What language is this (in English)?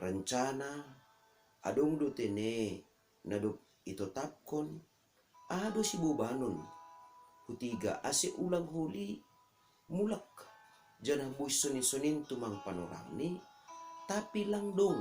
Batak Simalungun